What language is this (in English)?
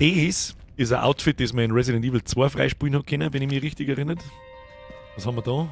Bavarian